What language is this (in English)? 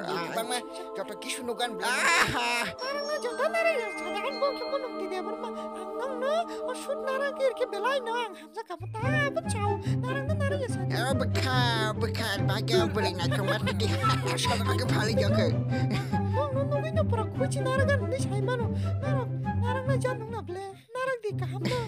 Kok Borok